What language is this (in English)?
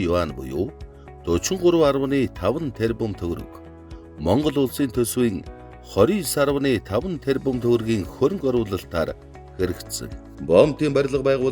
Mongolian